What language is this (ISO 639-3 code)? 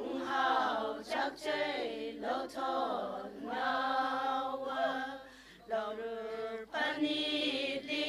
nmf